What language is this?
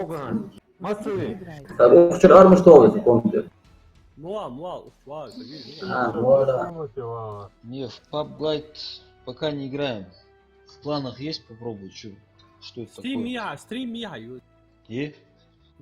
Ingush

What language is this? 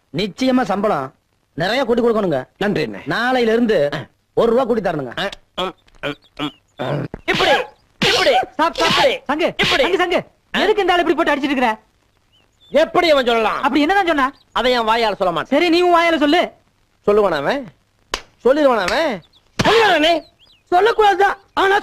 Tamil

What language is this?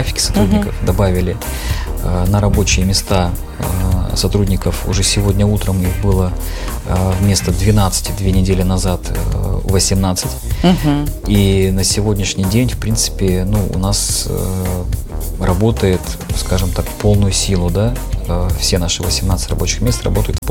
Russian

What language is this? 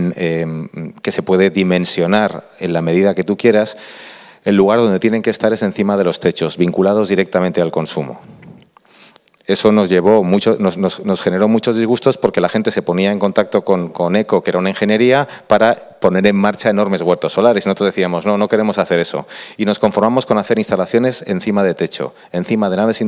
Spanish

